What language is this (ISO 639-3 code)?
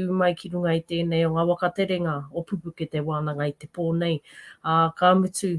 mri